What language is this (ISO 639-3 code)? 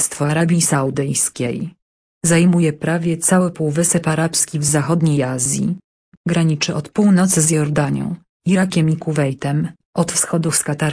pol